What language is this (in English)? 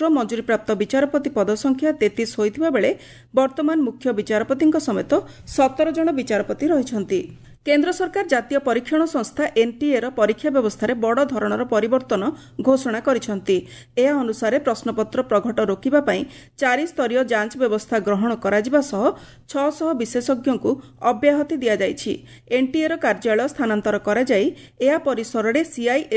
Odia